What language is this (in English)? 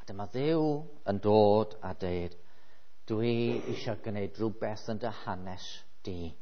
Welsh